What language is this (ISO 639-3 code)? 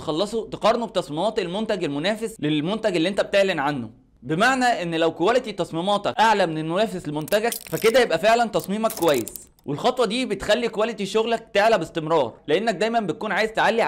arz